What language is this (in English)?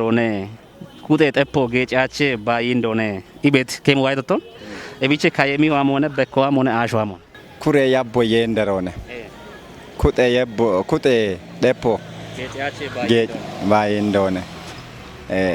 Kafa